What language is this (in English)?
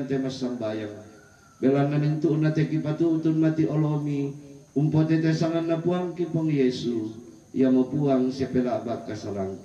Toraja-Sa'dan